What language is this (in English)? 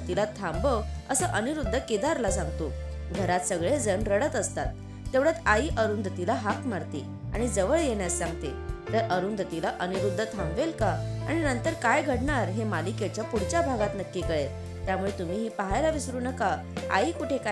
Marathi